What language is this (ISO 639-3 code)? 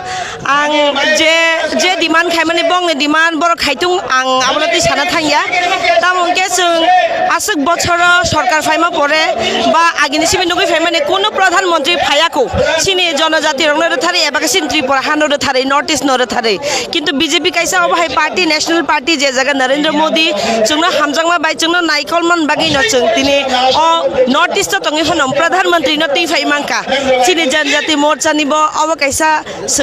trp